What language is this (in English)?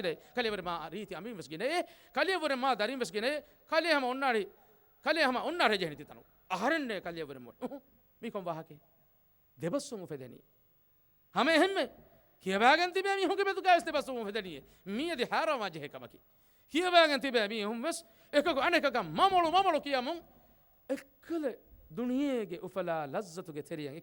Divehi